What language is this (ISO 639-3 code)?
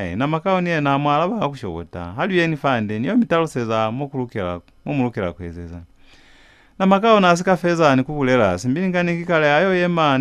loz